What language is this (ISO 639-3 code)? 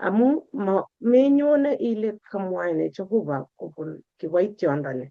kln